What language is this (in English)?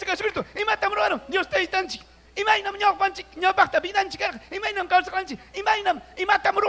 Ayacucho Quechua